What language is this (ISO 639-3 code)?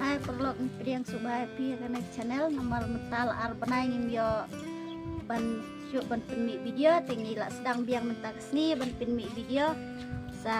kha